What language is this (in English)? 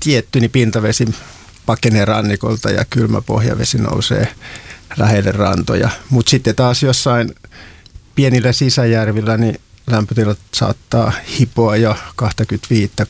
Finnish